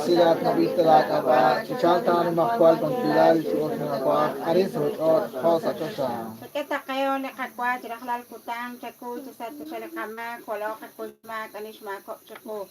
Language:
Kekchí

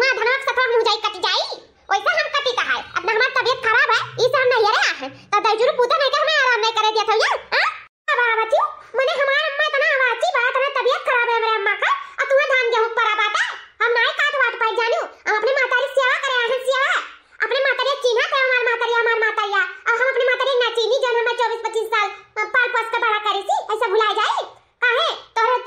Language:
Awadhi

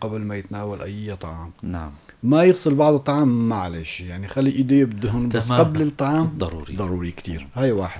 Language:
North Levantine Arabic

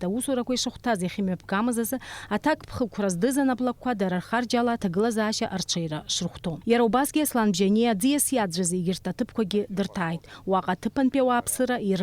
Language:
Abkhazian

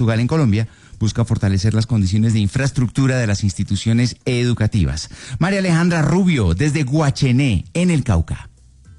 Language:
Spanish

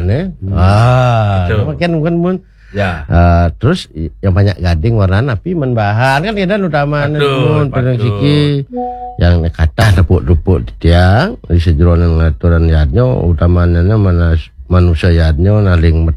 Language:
Balinese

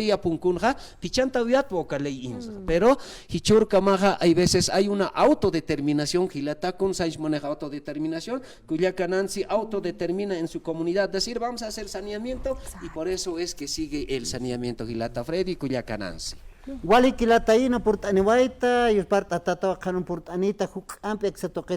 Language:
Aymara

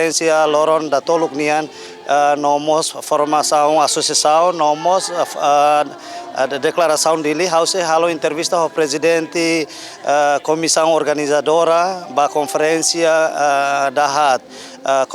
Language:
Tetum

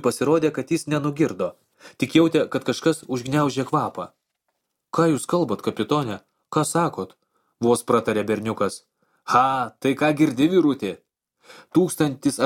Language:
Lithuanian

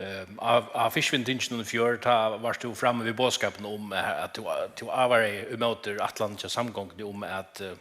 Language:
Faroese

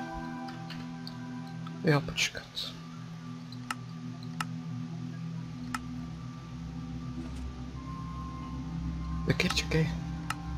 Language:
Czech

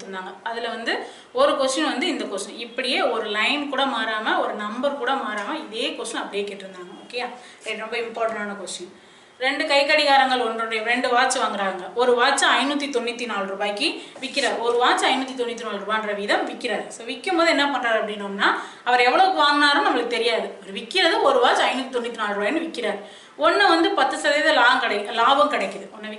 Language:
Tamil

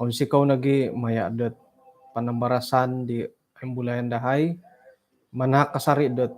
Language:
Central Dusun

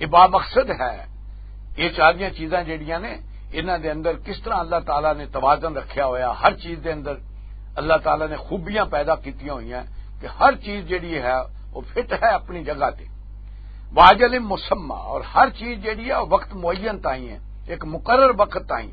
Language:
Western Panjabi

